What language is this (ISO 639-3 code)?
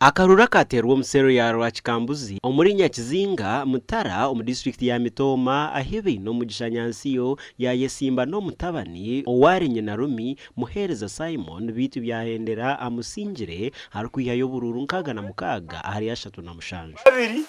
nyn